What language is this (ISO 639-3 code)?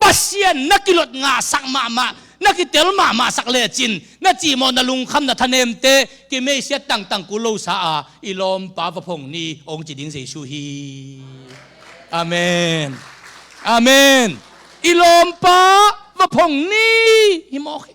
ctd